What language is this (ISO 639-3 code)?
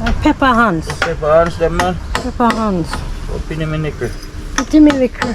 jam